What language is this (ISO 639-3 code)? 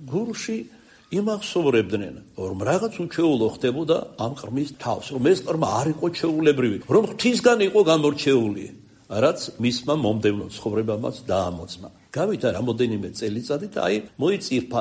kat